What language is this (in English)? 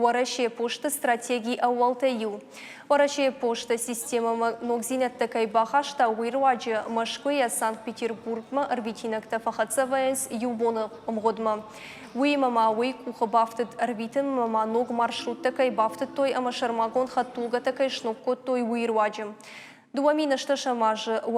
Ossetic